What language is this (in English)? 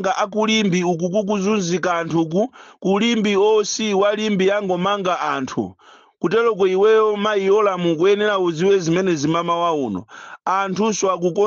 Nyanja